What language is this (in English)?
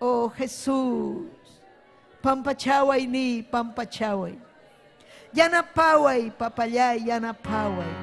Ayacucho Quechua